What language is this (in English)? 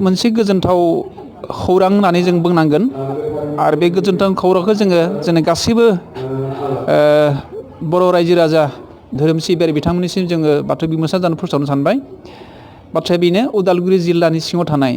Bodo